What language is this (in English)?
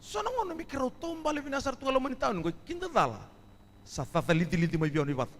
Fijian